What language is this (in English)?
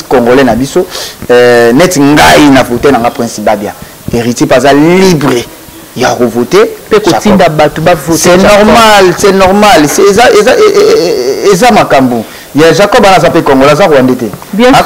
Lingala